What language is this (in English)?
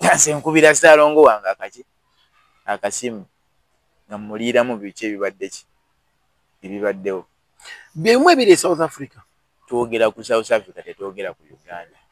Ganda